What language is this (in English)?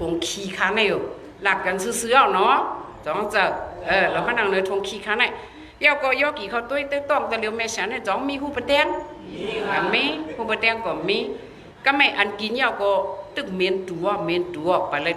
Shan